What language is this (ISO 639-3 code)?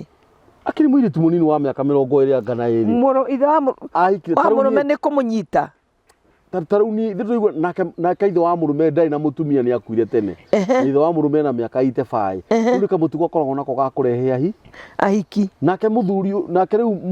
kik